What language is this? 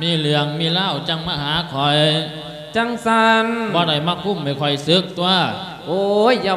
Lao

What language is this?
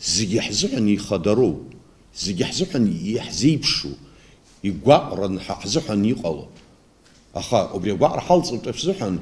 Abkhazian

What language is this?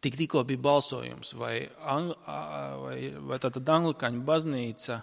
Latvian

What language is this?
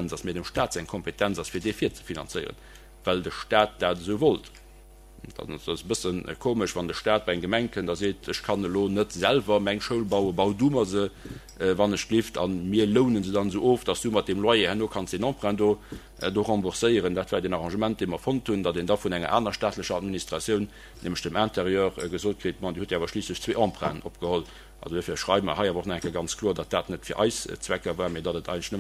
Luxembourgish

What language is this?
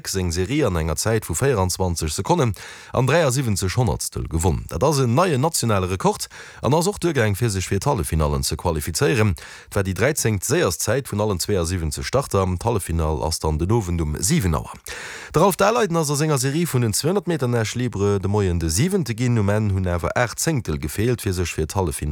Luxembourgish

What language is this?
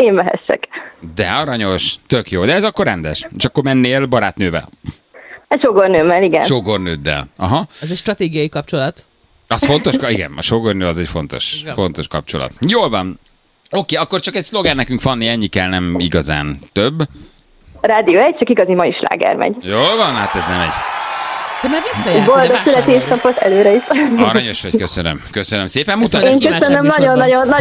Hungarian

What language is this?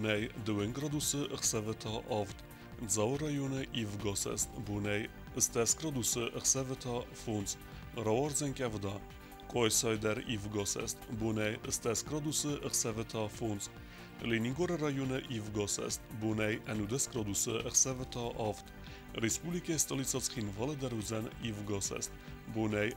Ossetic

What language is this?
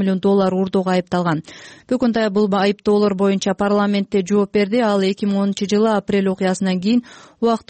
Kyrgyz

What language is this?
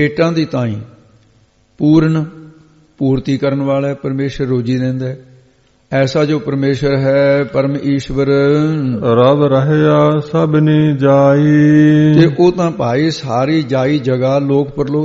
Punjabi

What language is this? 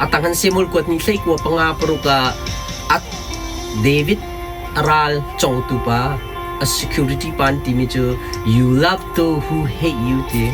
Hakha Chin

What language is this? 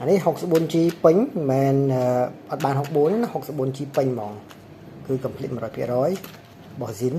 Khmer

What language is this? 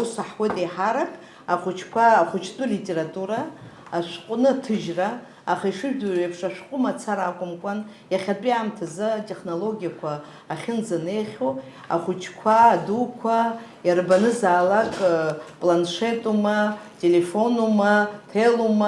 Abkhazian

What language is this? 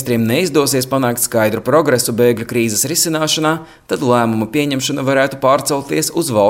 Latvian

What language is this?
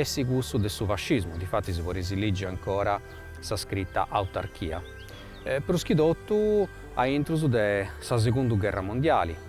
Sardinian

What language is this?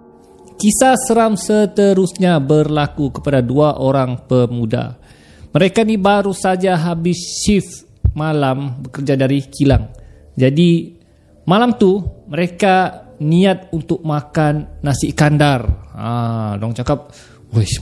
Malay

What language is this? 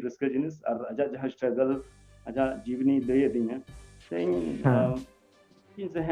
Santali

